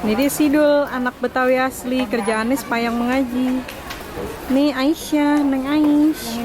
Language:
Betawi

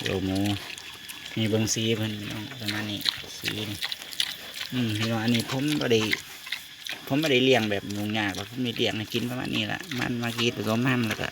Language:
Northeastern Thai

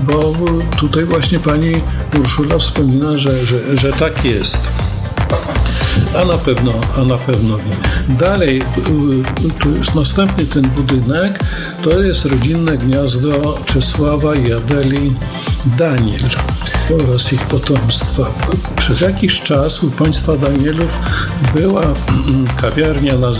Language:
Polish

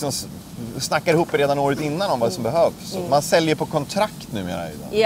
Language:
Swedish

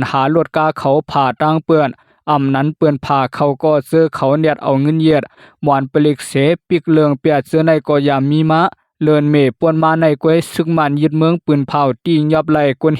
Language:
Lao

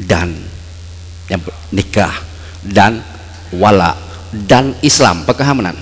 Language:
Achinese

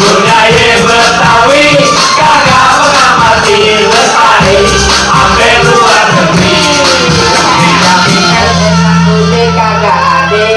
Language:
Betawi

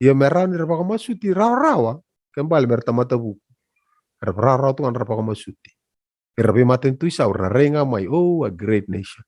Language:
Fijian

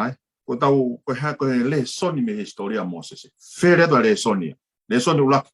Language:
Tongan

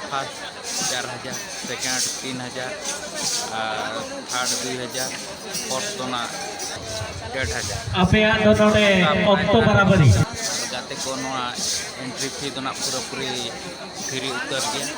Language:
Santali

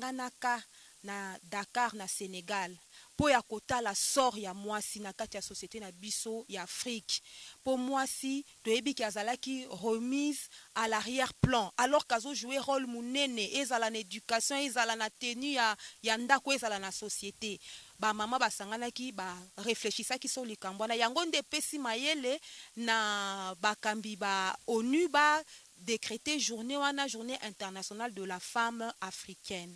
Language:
Lingala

